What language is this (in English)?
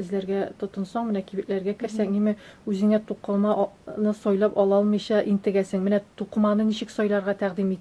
Tatar